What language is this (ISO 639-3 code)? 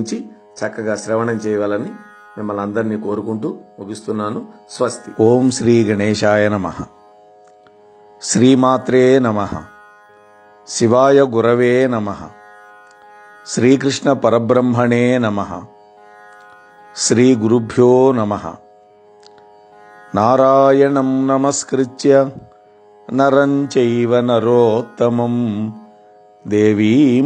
tel